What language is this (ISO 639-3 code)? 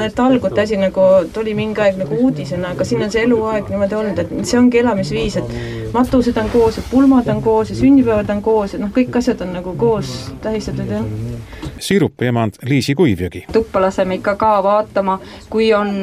est